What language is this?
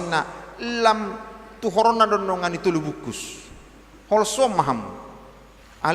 Batak Toba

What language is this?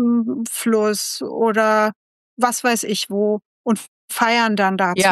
German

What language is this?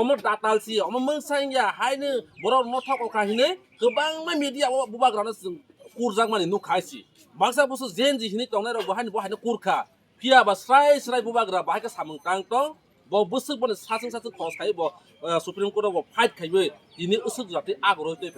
Kok Borok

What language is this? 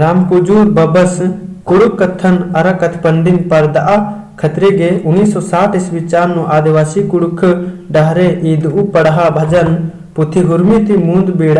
Kurukh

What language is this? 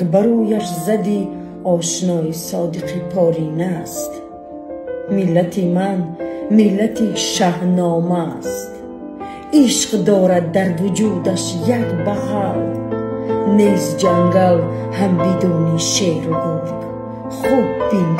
Tajik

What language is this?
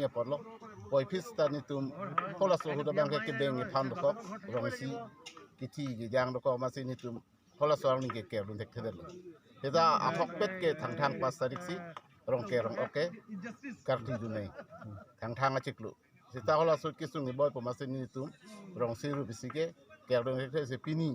Karbi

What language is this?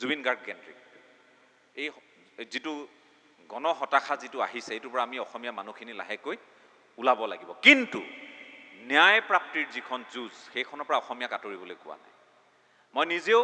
Assamese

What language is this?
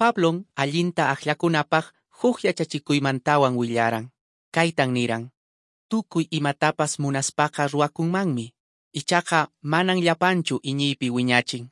Quechua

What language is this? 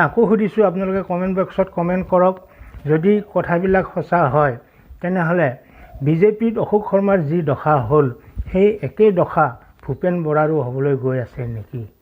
Assamese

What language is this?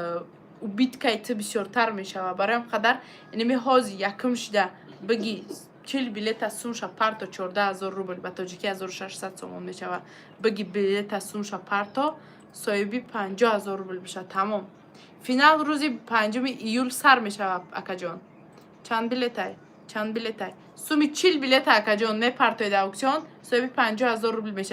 Tajik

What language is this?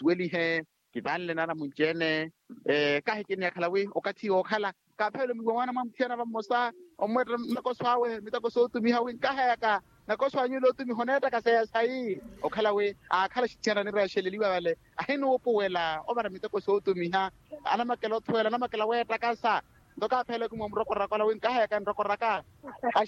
Makhuwa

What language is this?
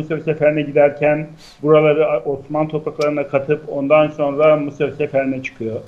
Turkish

